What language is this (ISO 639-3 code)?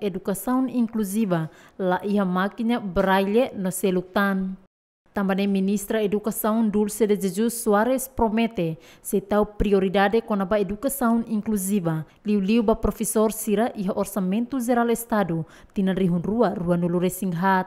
tet